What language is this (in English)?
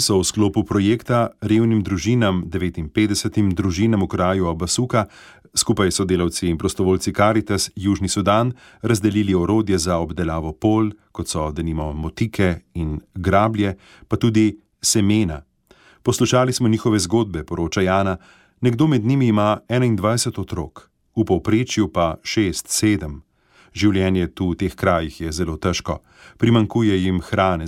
Slovenian